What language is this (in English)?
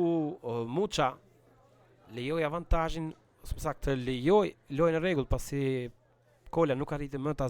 Albanian